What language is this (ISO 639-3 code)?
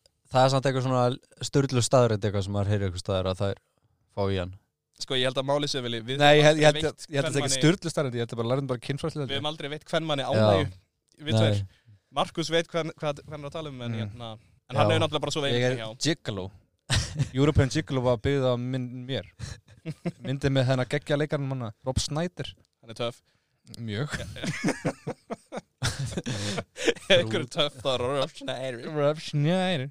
isl